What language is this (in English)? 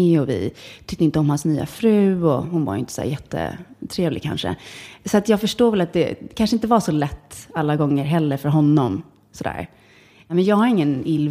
Swedish